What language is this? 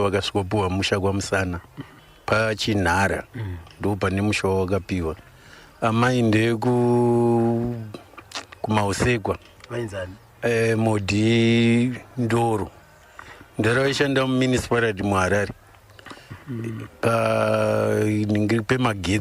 Shona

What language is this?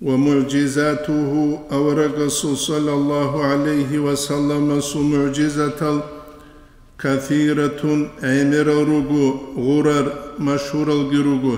Avaric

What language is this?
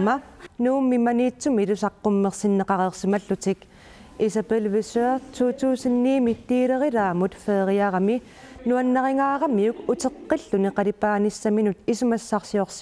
Kalaallisut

